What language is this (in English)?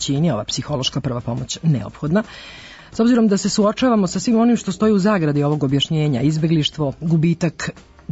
Serbian